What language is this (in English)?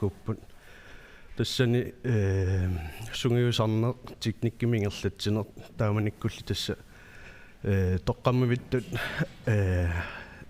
Kalaallisut